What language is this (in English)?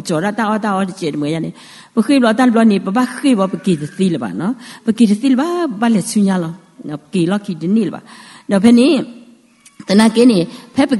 S'gaw Karen